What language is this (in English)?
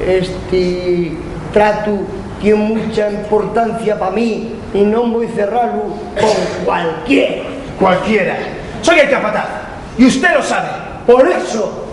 Asturian